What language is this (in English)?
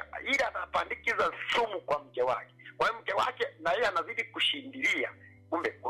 Swahili